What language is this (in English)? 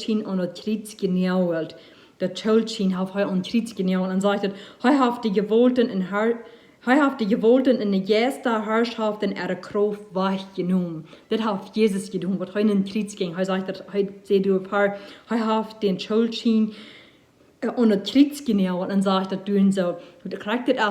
Plautdietsch